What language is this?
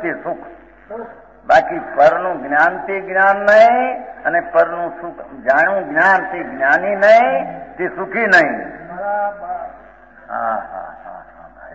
Gujarati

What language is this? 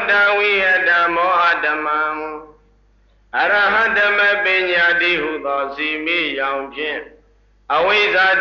Burmese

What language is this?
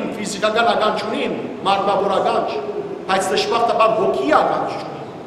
Western Armenian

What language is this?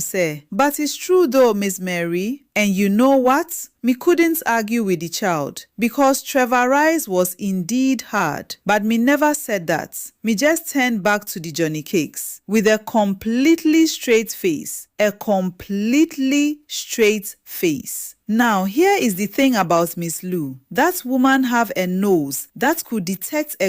Jamaican Creole English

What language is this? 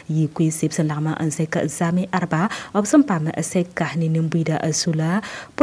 Mossi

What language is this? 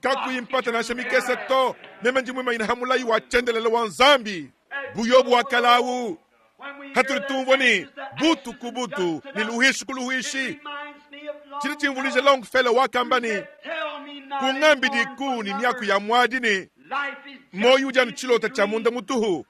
Luba-Lulua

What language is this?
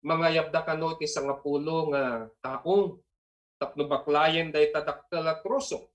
Iloko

